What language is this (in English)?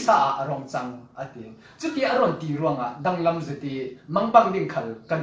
Falam Chin